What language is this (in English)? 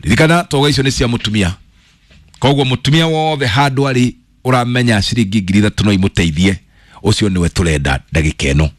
Kikuyu